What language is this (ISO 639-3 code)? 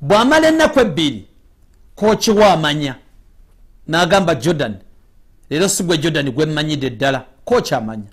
lug